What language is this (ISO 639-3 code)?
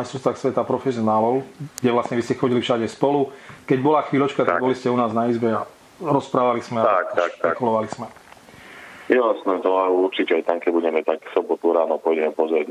slk